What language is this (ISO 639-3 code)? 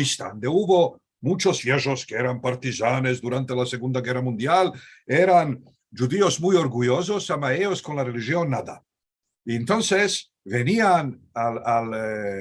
lad